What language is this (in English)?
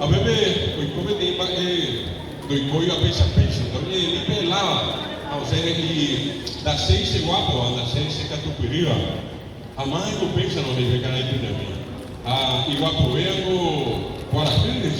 Guarani